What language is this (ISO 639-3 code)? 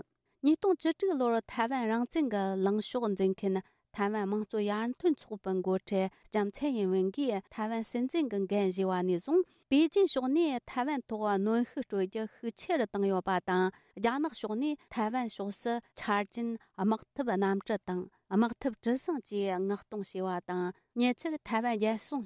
bod